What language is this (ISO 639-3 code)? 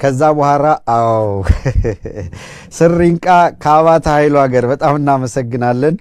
amh